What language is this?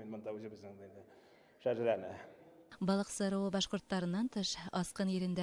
Bashkir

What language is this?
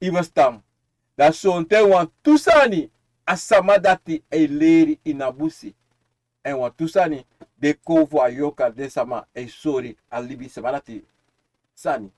Sranan Tongo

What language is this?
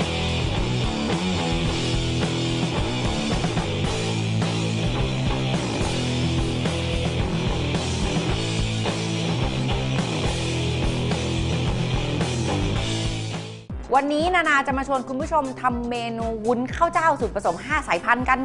Thai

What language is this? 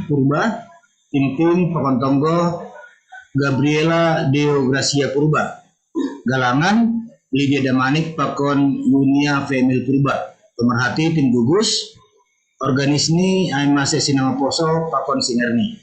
Batak Simalungun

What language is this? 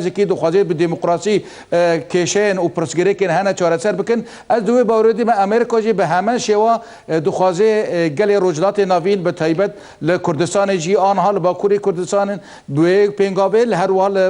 Kurdish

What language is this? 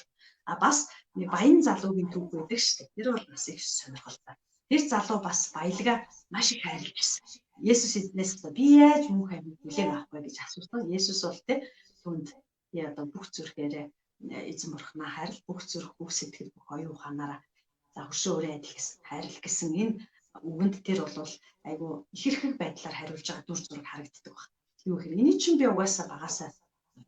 Mongolian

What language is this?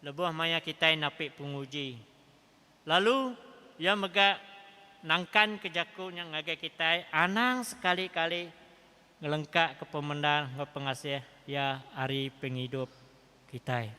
Iban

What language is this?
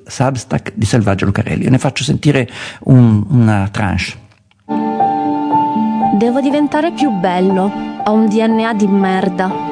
Italian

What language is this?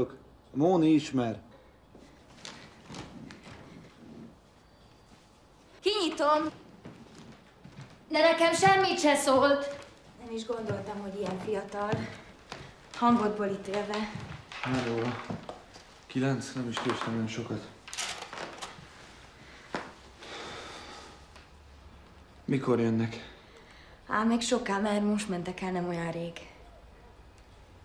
Hungarian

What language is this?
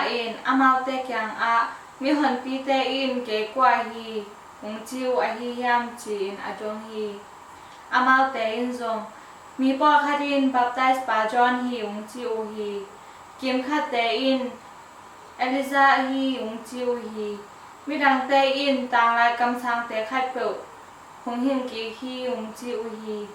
Tedim Chin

